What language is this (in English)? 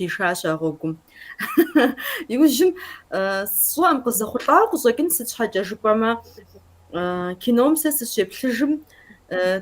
Kabardian